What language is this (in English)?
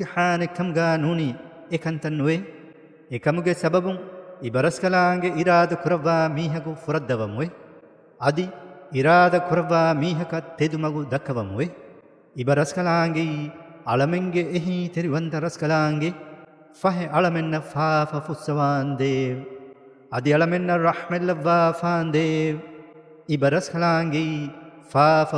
Divehi